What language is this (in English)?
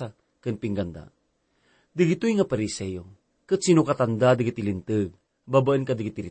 Iloko